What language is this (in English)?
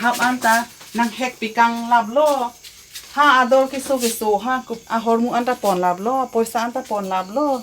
Karbi